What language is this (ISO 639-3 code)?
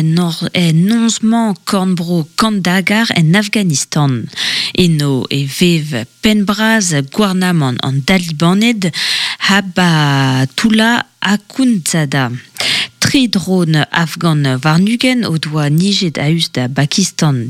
bre